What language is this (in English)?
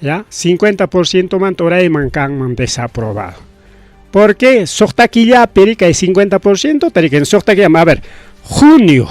Ayacucho Quechua